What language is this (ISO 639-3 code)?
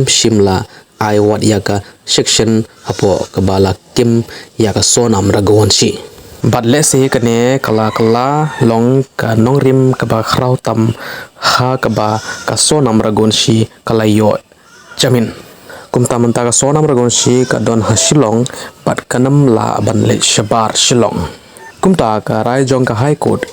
kha